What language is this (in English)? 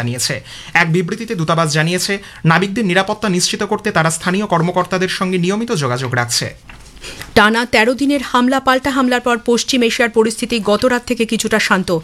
Bangla